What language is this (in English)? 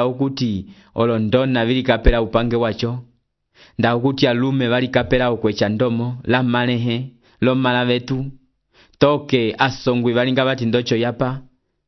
Umbundu